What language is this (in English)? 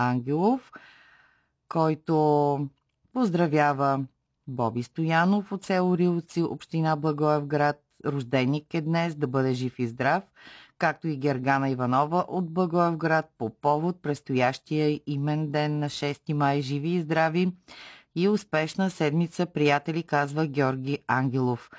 Bulgarian